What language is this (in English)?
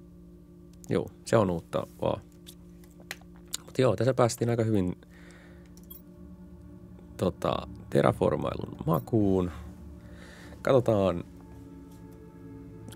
Finnish